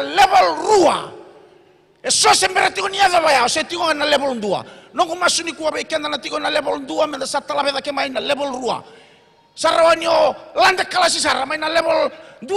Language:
Fijian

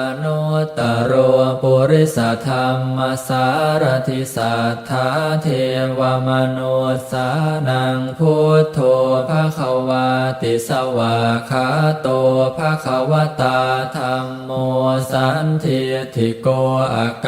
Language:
Pali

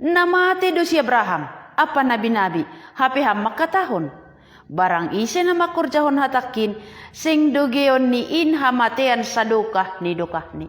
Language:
Batak Simalungun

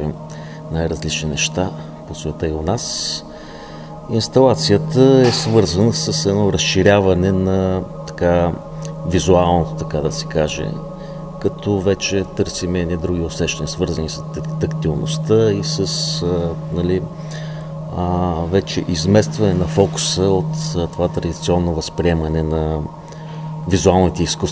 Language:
Bulgarian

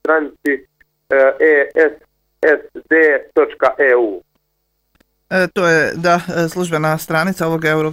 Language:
Bosnian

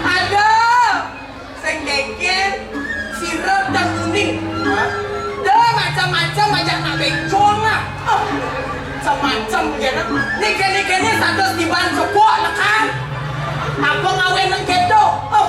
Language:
Balinese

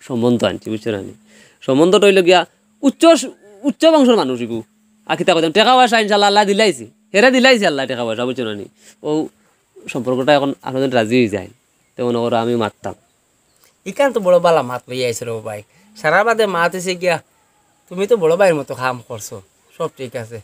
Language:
Sylheti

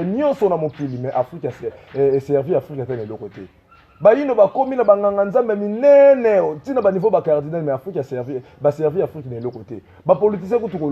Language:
Lingala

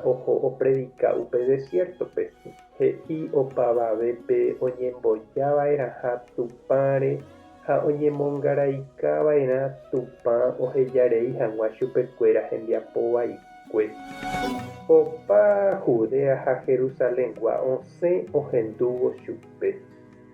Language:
Guarani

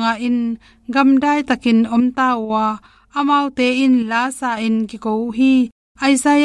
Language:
Tedim Chin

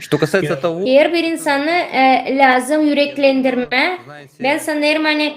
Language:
Gagauz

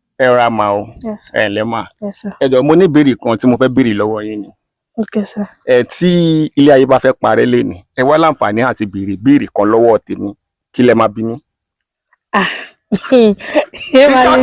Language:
Yoruba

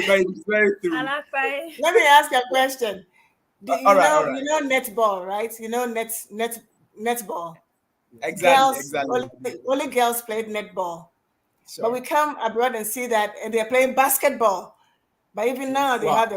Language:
Ewe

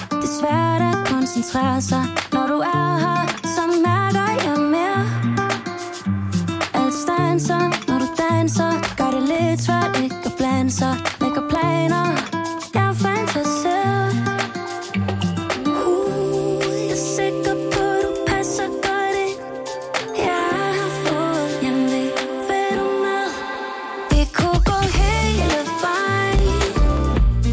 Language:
Danish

